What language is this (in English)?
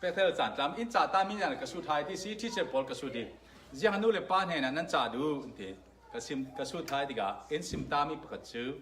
Falam Chin